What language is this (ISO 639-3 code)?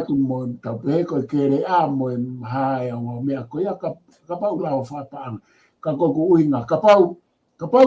ton